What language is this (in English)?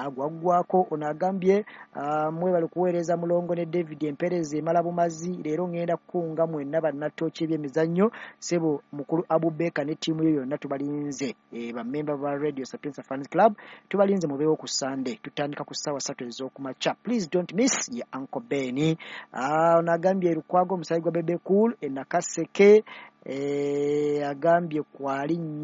Ganda